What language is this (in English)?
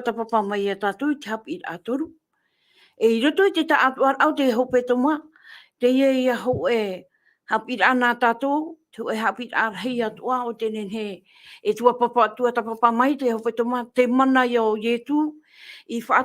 Tahitian